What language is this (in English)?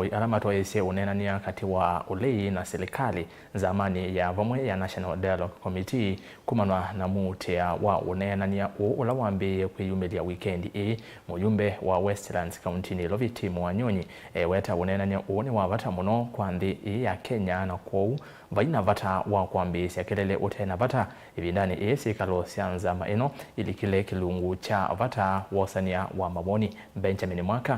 Kamba